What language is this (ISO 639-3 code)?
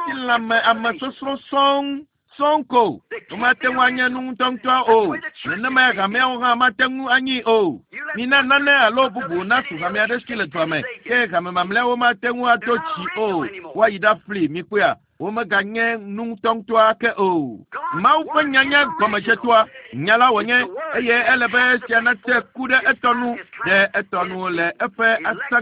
ewe